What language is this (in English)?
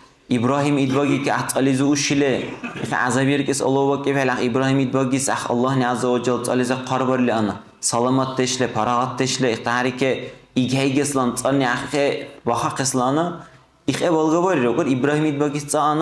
Dargwa